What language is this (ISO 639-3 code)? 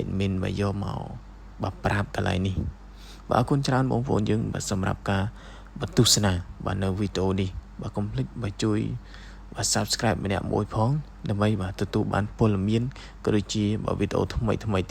khm